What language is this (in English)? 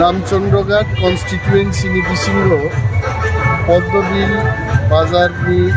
Kok Borok